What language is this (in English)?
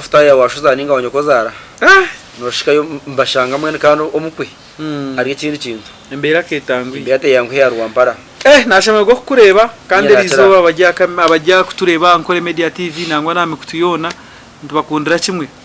Nyankole